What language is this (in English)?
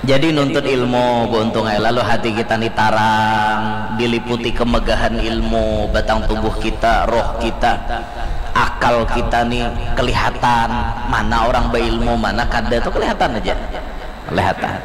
Banjar